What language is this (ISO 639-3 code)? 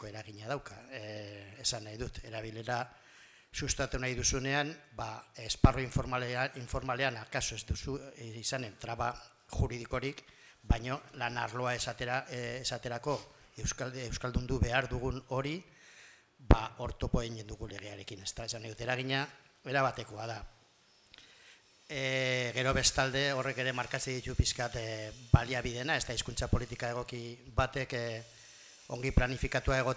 eus